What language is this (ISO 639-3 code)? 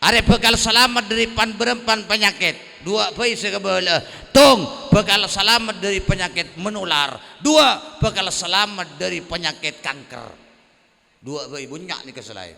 mad